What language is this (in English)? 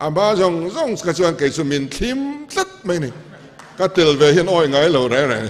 Mizo